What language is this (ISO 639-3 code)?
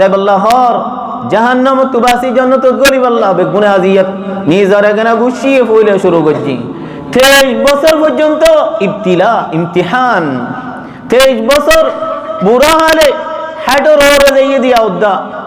rhg